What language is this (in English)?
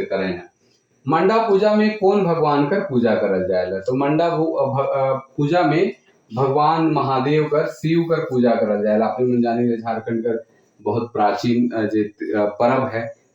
Sadri